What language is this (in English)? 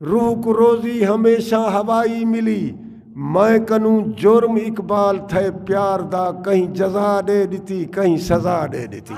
Saraiki